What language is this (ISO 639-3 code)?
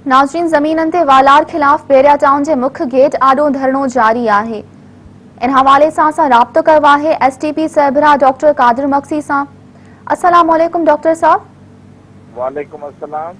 snd